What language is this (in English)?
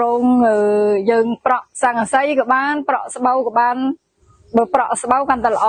Khmer